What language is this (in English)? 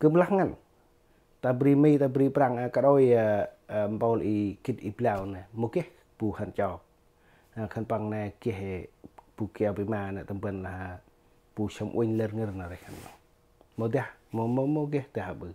Central Mnong